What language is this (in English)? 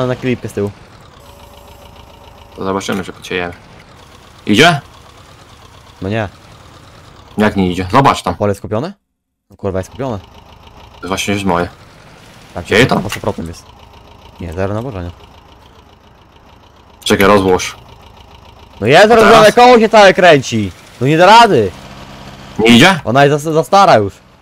Polish